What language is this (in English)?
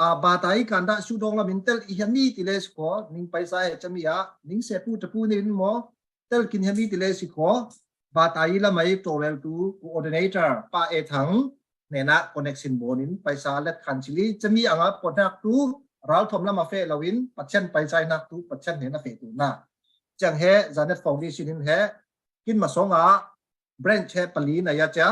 Falam Chin